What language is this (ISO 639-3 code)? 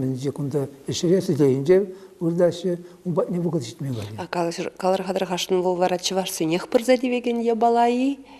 chv